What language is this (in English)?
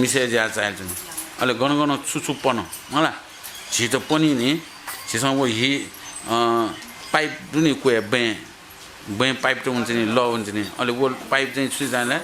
Newari